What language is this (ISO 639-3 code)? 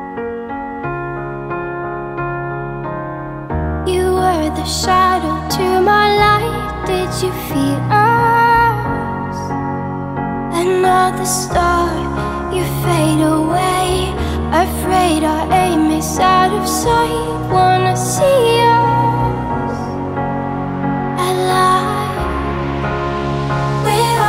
eng